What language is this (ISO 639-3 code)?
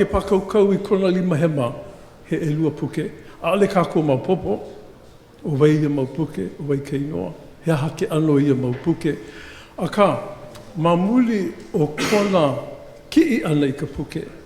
haw